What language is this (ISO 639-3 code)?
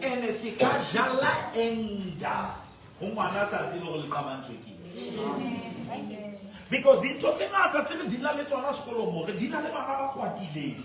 sot